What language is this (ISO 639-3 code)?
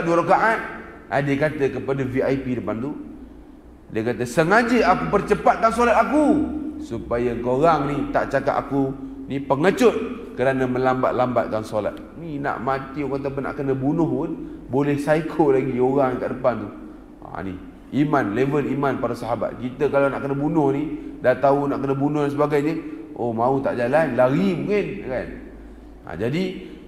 msa